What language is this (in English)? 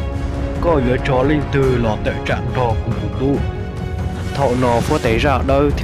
Hmong